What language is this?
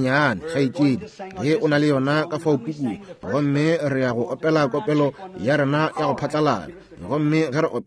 Northern Sotho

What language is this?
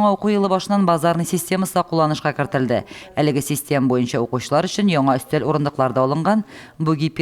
Tatar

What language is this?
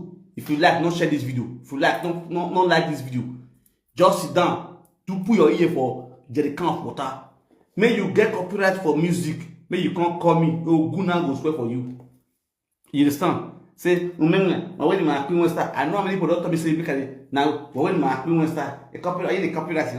Nigerian Pidgin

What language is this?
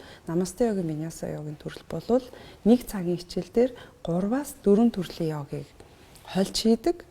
Mongolian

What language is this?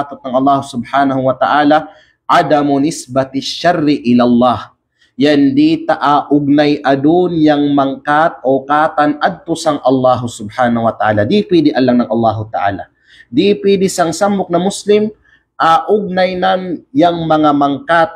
Kalagan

